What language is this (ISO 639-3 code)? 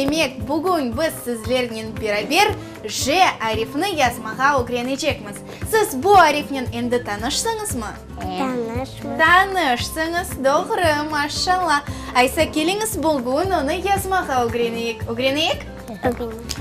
crh